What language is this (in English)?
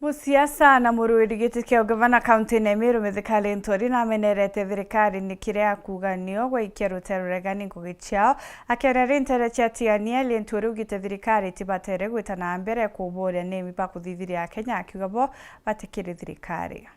Meru